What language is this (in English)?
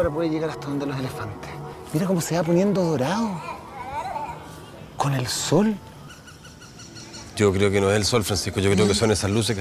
Spanish